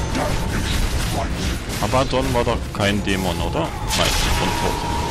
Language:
German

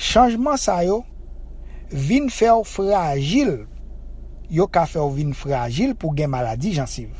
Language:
Haitian Creole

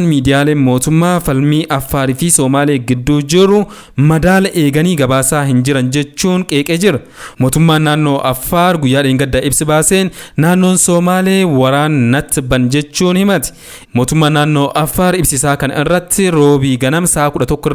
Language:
Oromo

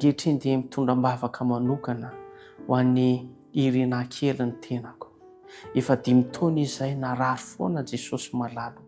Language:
Malagasy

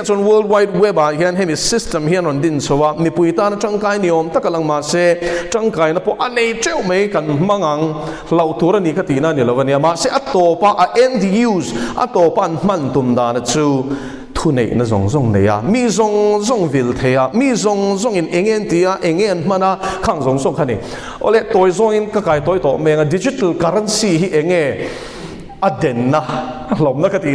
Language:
Mizo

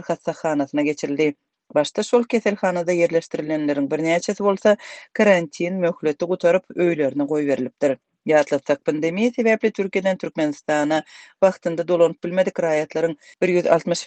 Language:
Turkmen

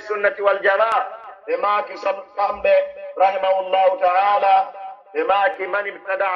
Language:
Pular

